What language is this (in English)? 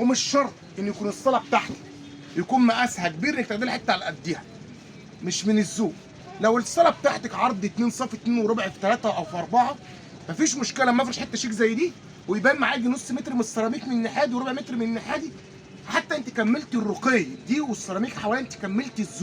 Egyptian Arabic